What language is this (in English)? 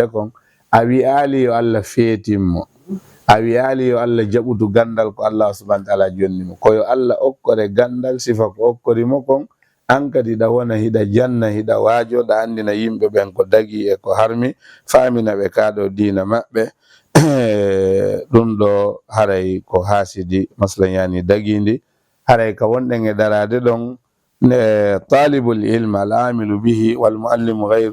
Fula